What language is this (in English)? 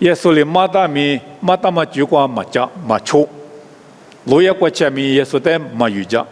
Lisu